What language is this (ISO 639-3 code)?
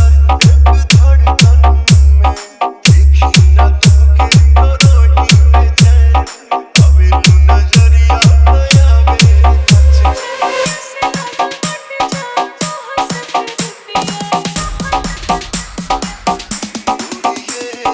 bho